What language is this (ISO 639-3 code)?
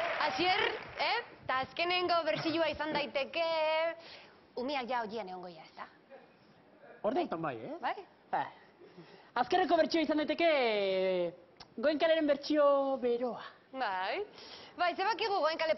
eus